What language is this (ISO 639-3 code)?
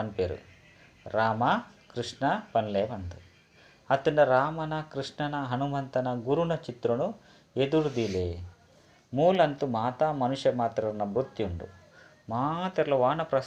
tcy